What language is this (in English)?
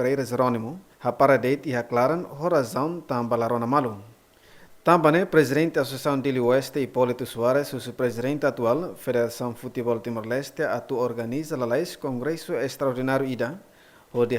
Tetum